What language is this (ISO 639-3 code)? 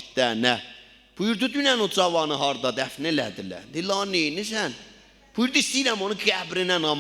azb